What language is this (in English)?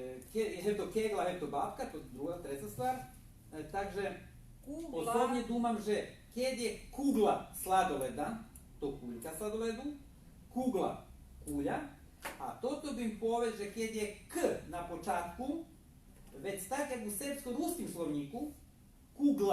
Rusyn